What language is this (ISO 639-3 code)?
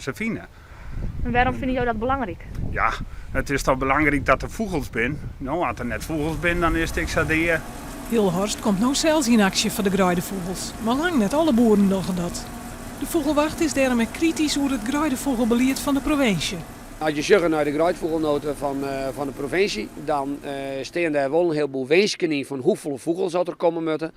fry